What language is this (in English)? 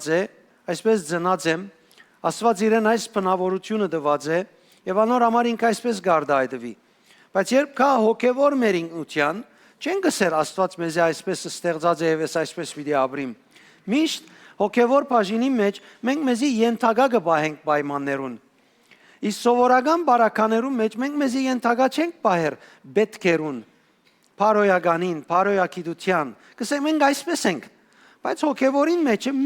Western Armenian